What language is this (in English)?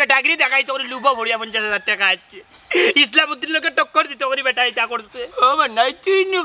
Sylheti